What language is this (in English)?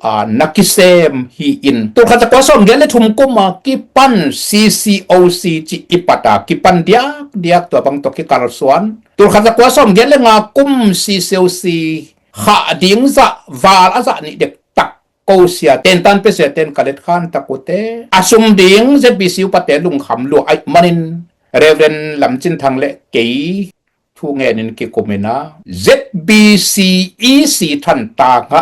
Tedim Chin